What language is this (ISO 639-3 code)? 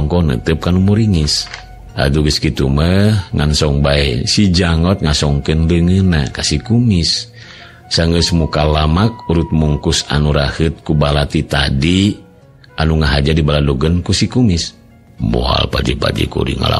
sun